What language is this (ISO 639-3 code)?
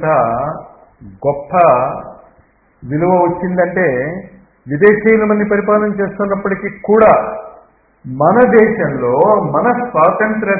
tel